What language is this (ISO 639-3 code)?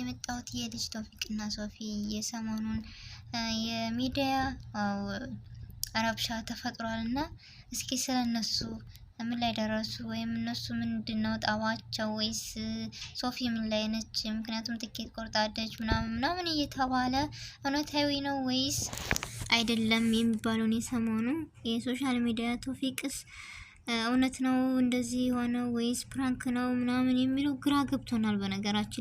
amh